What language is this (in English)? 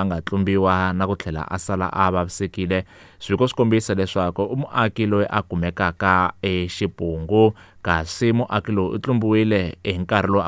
Tsonga